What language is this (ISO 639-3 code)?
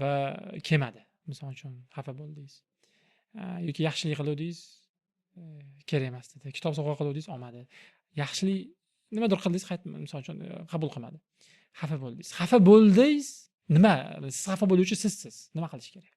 uzb